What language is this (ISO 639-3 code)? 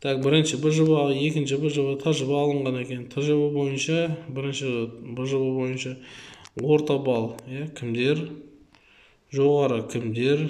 kaz